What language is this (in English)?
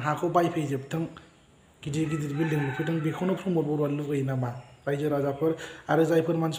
Bodo